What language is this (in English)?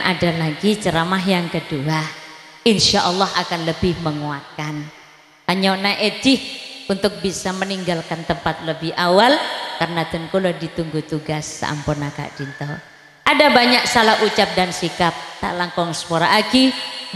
Madurese